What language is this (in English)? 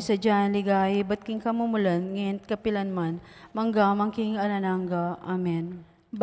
Pampanga